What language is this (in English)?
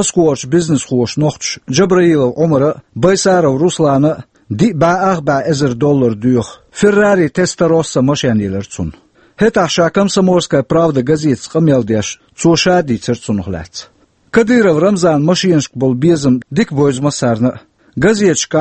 Chechen